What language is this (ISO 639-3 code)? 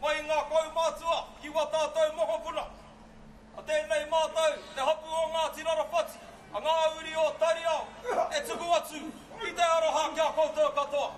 mri